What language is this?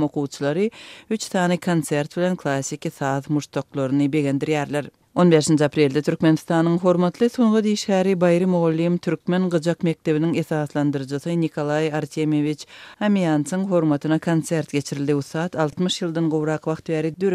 Turkmen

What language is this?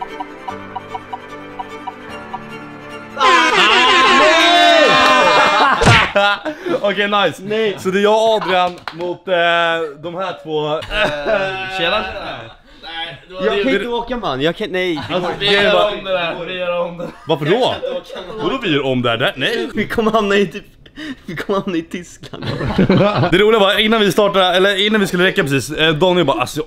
Swedish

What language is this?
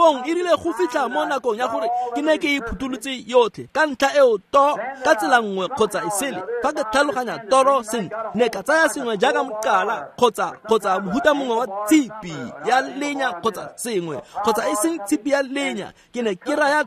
Tswana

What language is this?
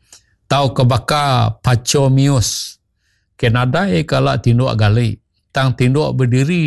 Iban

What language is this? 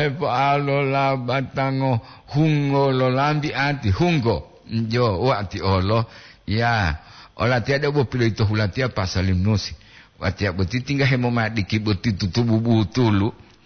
Gorontalo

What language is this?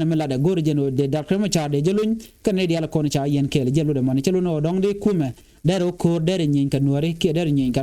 Nuer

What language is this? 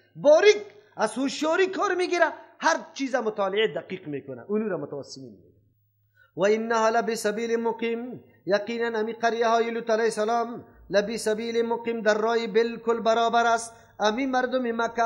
Persian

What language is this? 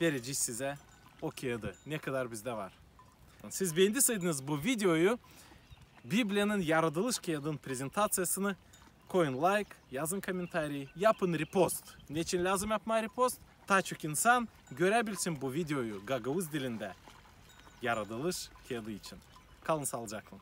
Gagauz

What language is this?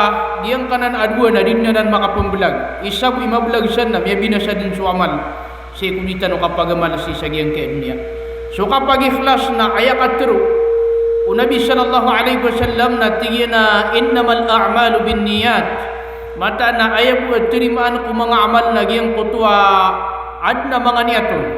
Maranao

